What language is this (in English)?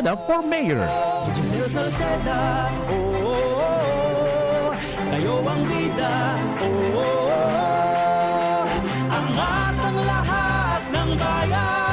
Bikol